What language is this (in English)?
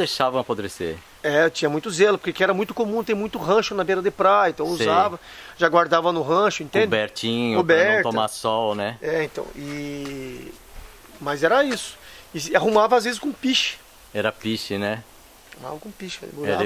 Portuguese